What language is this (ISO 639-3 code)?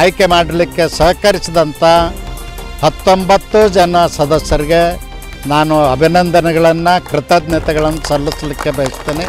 kan